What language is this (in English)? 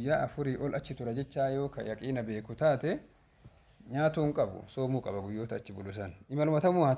Oromo